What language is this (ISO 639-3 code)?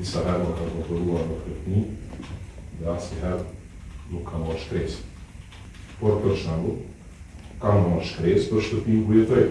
sqi